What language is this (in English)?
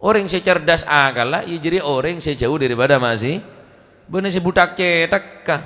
Madurese